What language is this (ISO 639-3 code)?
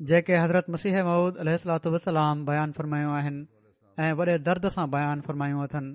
snd